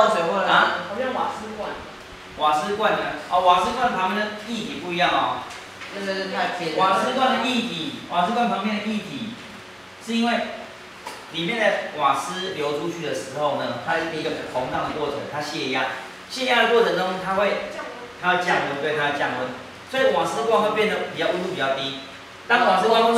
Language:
Chinese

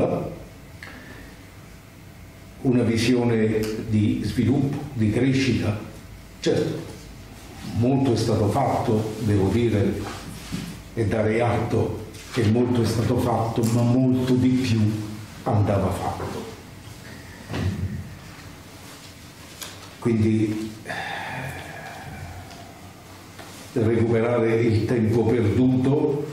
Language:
Italian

